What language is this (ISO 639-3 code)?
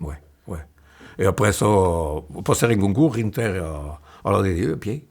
oci